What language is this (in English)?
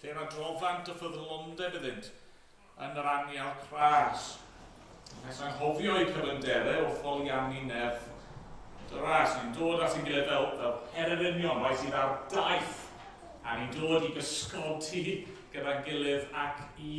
Welsh